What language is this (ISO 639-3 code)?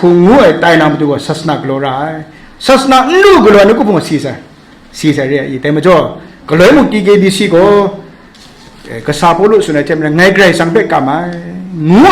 kac